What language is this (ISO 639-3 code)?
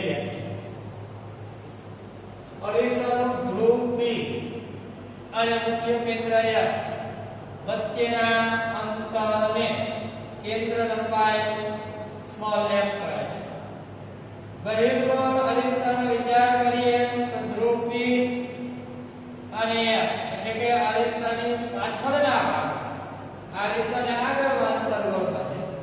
guj